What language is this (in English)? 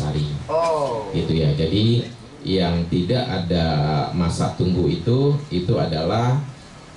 Indonesian